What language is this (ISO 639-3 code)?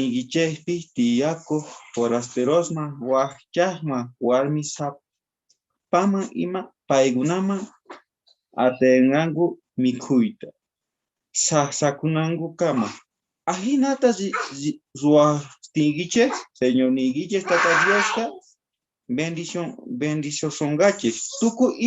quh